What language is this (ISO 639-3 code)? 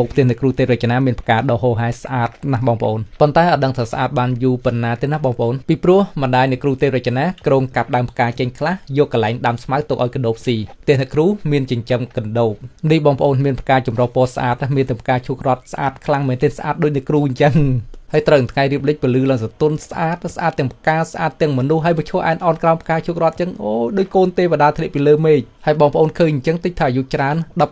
khm